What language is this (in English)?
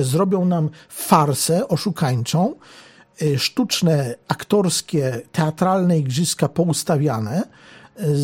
Polish